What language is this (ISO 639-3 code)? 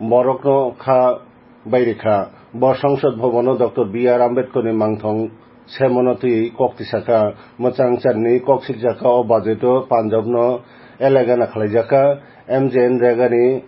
trp